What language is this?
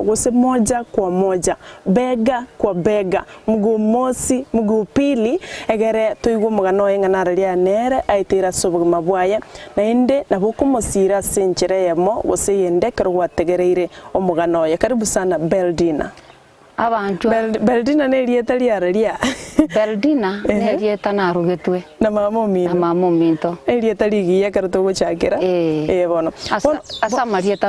Gusii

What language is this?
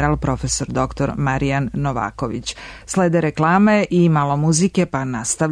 Serbian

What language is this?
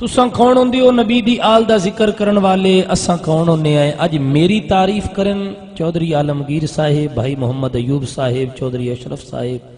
Saraiki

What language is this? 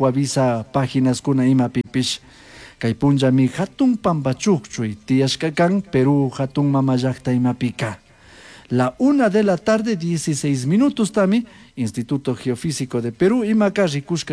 Chimborazo Highland Quichua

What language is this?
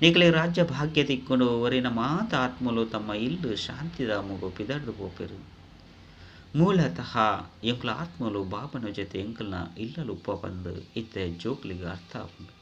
Tulu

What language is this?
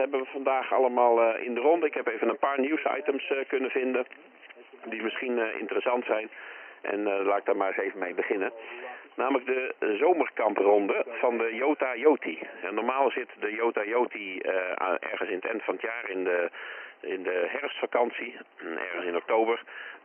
Dutch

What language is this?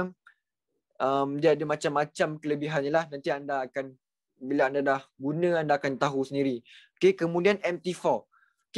Malay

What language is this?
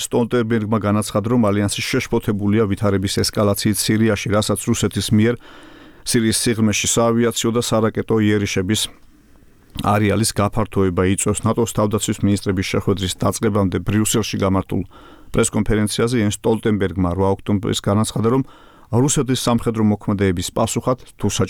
Georgian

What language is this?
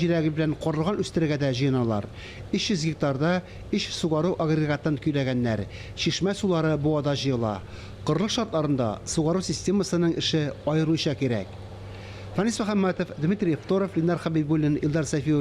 Tatar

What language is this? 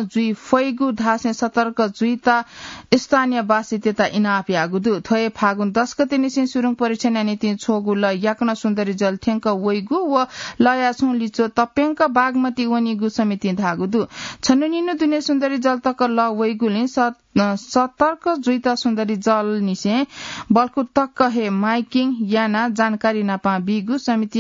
Newari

